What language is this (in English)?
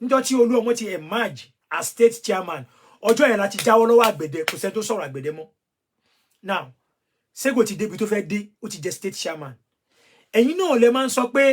Yoruba